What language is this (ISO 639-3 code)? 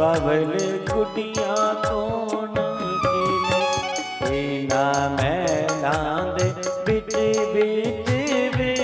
doi